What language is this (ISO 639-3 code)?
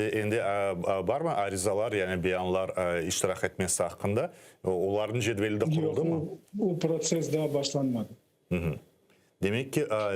crh